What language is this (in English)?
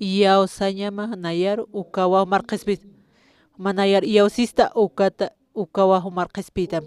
Aymara